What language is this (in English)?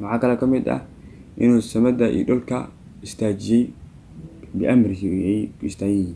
Somali